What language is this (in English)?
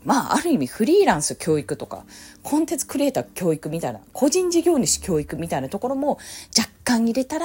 Japanese